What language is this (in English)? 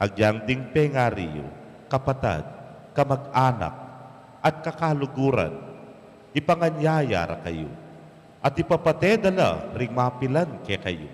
Pampanga